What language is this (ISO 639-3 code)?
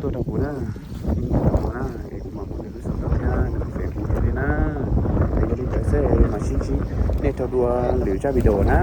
hmn